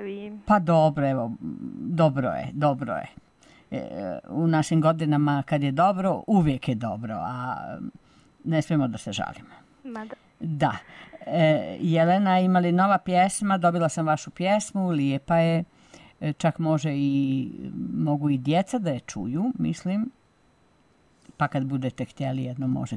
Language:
Bosnian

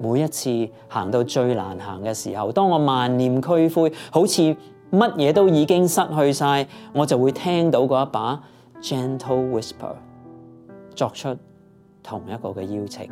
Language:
Cantonese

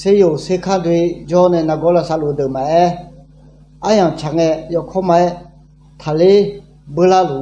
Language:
Akha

